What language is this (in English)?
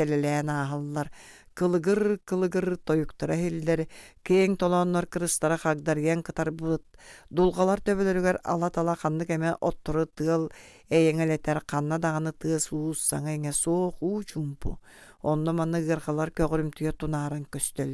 Yakut